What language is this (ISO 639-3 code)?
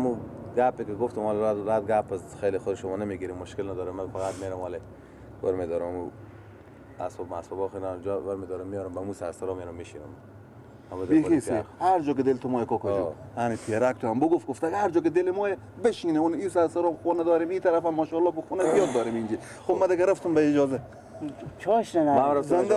fas